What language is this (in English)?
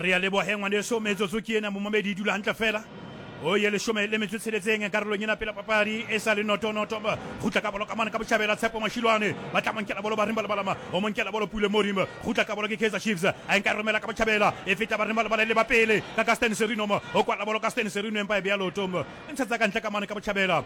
Southern Sotho